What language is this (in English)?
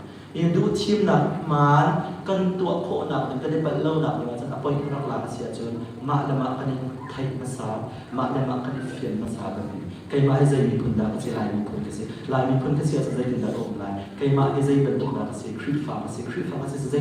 Hakha Chin